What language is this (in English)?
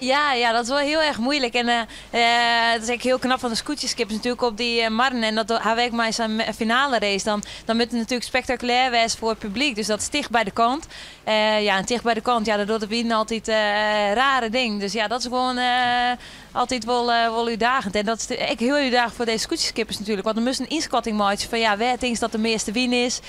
Western Frisian